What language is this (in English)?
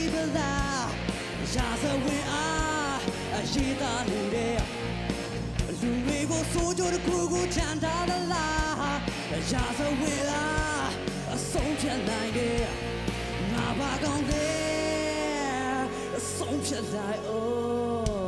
Burmese